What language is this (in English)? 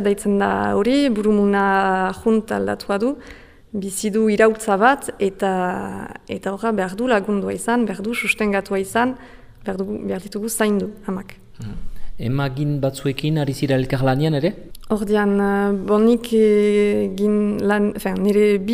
Basque